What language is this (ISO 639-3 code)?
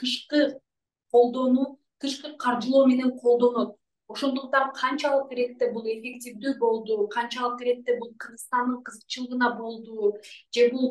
kir